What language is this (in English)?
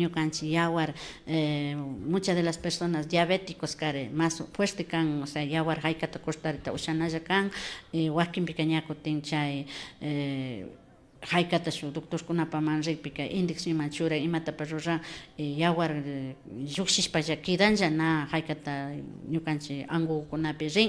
Imbabura Highland Quichua